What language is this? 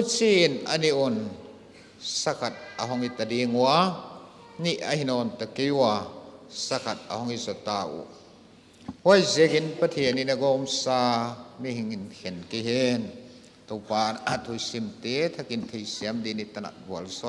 Paite Chin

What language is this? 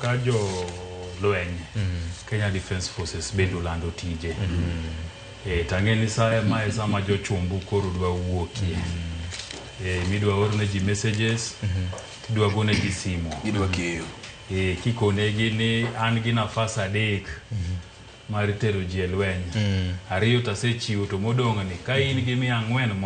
Luo (Kenya and Tanzania)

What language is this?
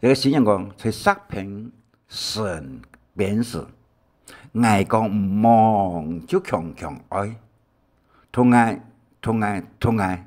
Hakka Chinese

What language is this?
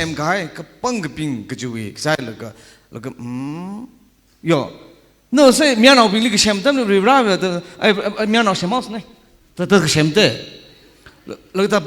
Tangkhul Naga (India)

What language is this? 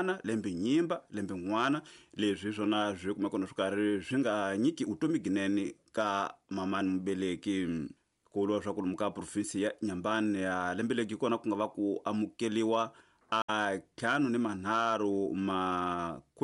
Tsonga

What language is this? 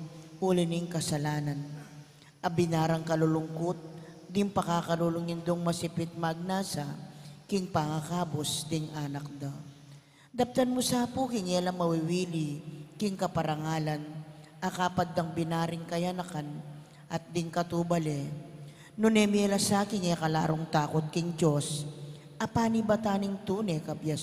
Pampanga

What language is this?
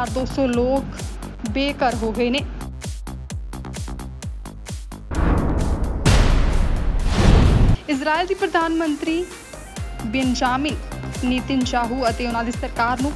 Punjabi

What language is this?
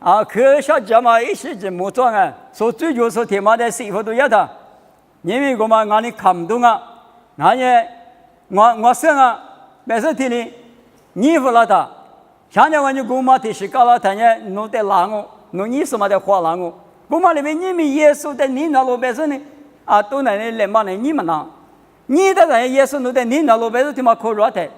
Lisu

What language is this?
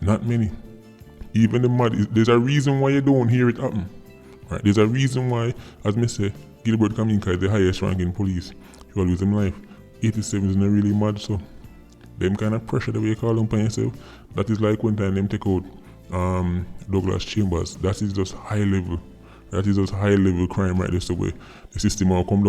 Jamaican Creole English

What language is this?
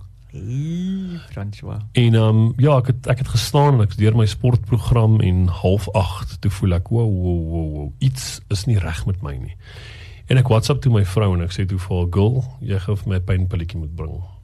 Afrikaans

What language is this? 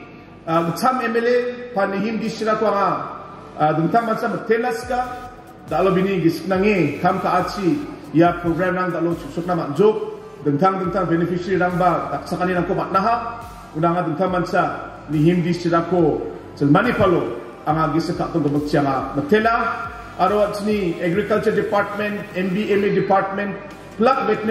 Garo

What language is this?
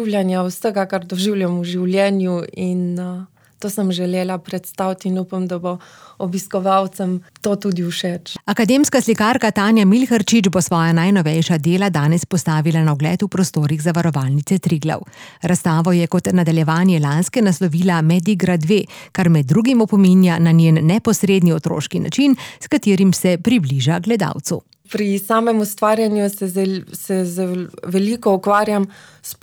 Slovenian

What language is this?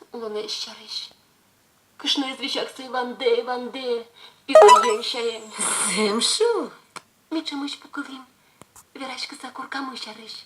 Udmurt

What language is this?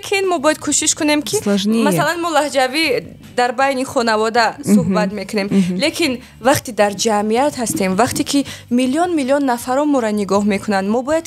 Tajik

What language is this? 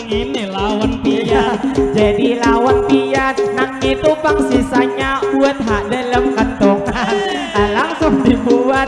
Banjar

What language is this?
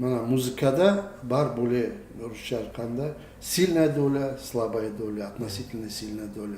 Crimean Tatar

